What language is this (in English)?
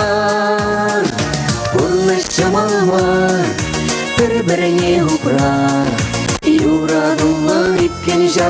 Chuvash